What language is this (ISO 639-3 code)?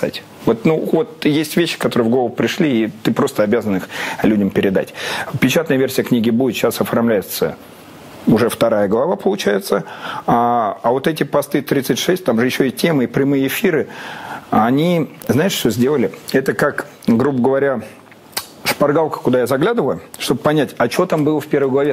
rus